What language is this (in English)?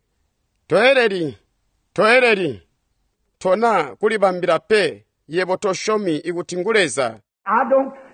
Tonga (Zambia)